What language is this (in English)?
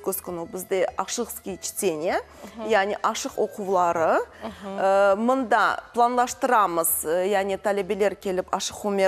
Crimean Tatar